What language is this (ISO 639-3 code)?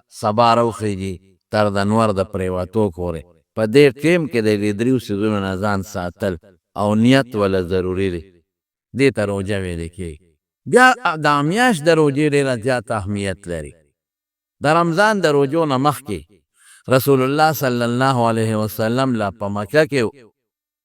pus